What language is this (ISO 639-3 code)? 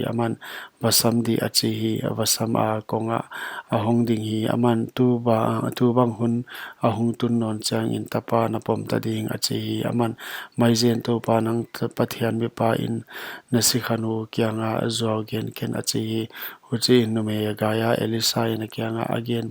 pck